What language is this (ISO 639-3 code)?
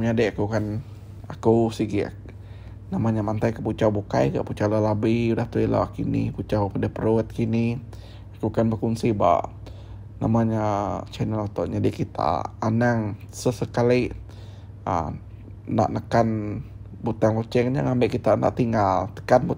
iba